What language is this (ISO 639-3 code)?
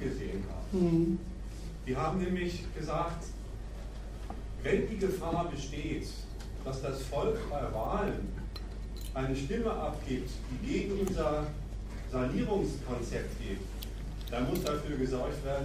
deu